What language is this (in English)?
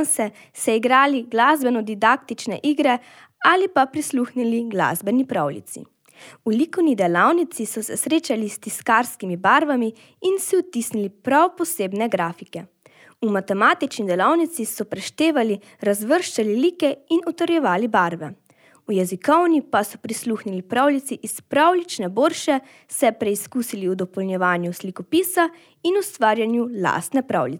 Slovenian